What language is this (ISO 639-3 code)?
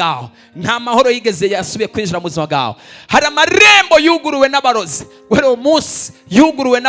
run